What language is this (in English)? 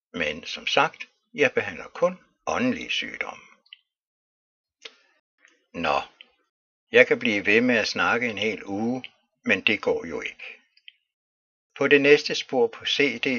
Danish